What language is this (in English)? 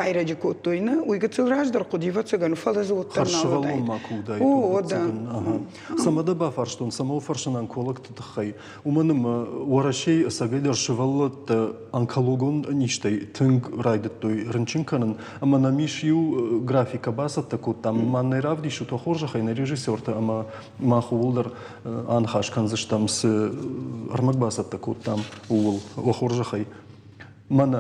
Ossetic